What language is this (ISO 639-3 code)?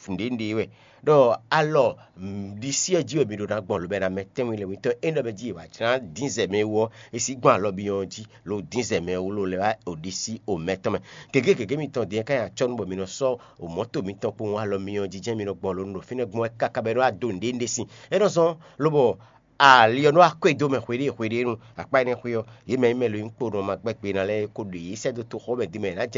fon